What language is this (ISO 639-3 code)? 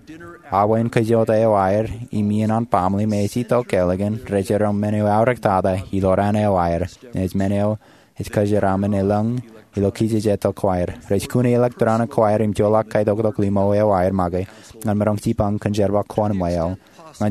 mah